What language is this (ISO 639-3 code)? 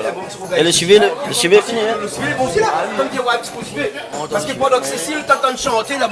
rcf